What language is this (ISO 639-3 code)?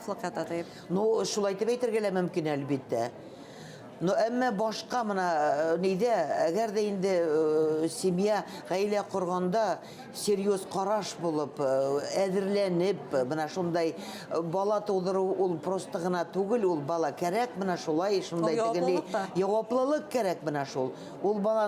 bak